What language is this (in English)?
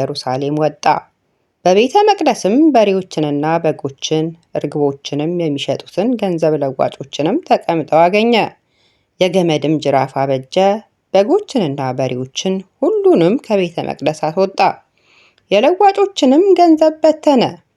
Amharic